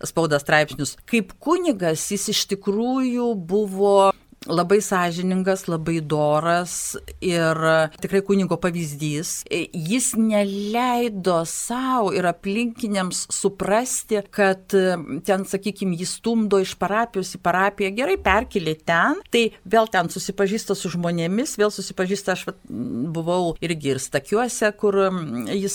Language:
Lithuanian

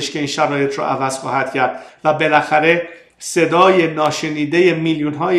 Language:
Persian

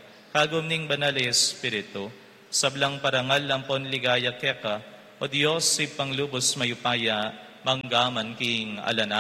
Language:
Pampanga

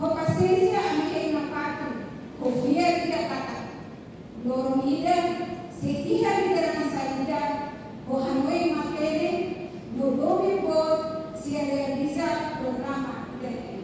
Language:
Tetum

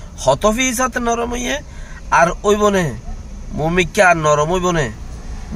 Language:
Rohingya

